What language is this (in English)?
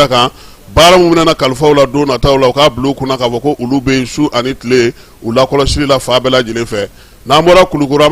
Bambara